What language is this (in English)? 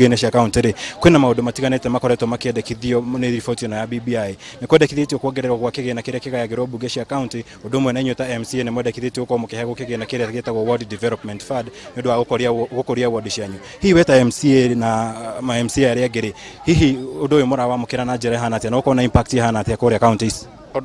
Kikuyu